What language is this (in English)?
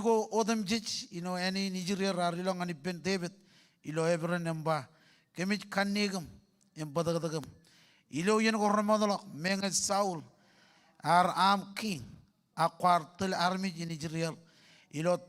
Marshallese